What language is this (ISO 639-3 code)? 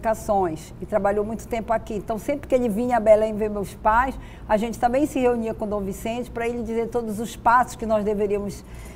por